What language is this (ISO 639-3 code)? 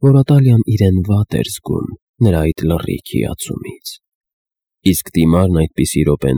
hye